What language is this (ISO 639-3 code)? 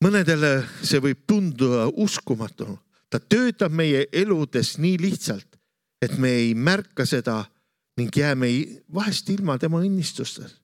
est